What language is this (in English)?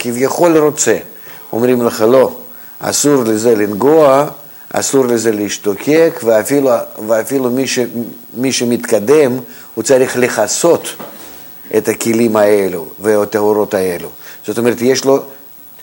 Hebrew